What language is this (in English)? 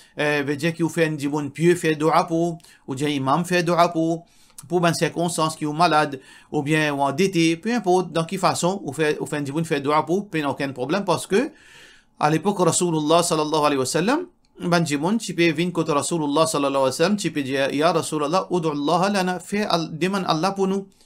Morisyen